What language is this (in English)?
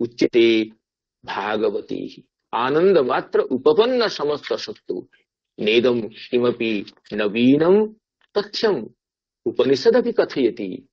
Sanskrit